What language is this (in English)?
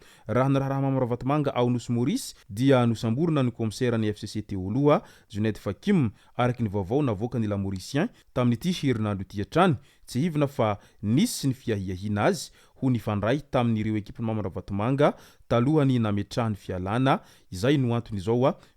Malagasy